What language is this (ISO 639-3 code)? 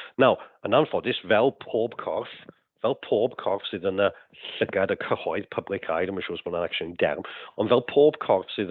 cym